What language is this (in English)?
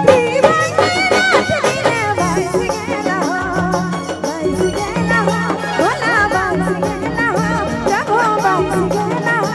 Sadri